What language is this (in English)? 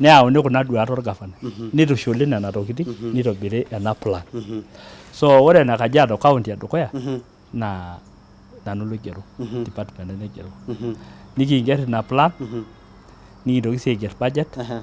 Masai